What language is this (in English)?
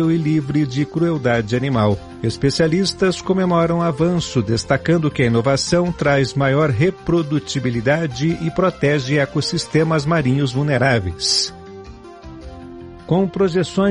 Portuguese